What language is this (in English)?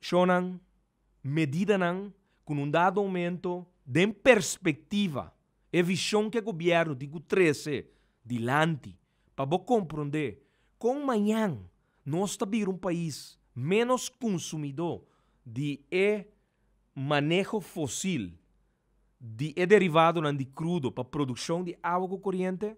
Papiamento